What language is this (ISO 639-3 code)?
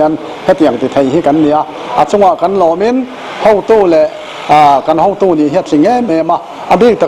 lus